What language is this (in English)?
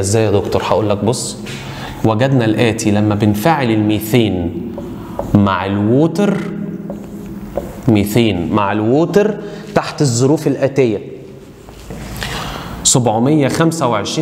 Egyptian Arabic